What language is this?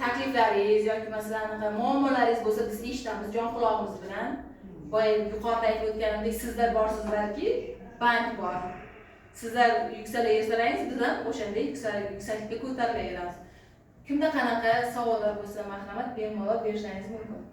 Uzbek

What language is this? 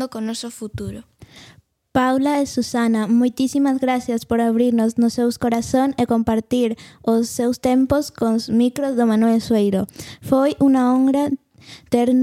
Galician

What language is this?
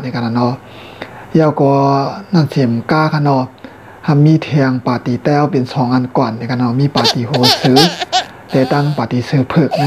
Shan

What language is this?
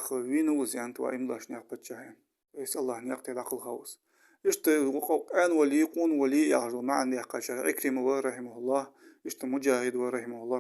Ingush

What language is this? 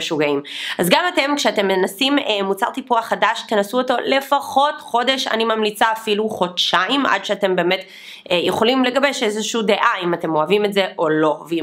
Hebrew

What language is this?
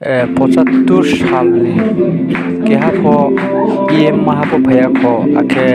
Riang (India)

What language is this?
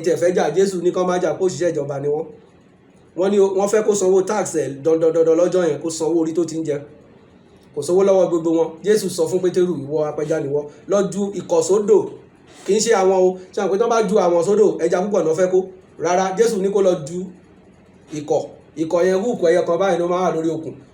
Yoruba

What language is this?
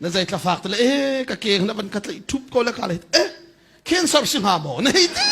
Hakha Chin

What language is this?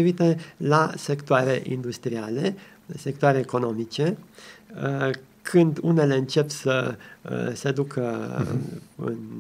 Romanian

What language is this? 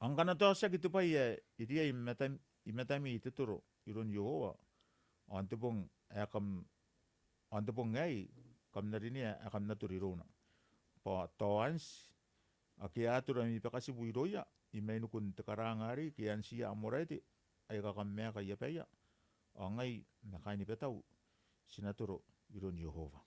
Gilbertese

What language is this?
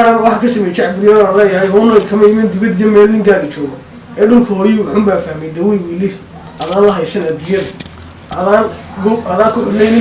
Somali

